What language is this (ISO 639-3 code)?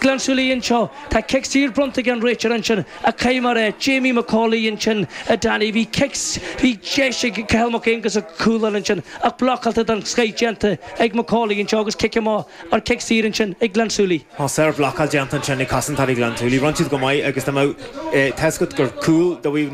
gle